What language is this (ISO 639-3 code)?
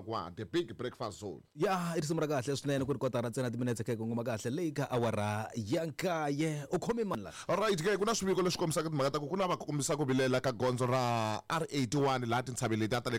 tso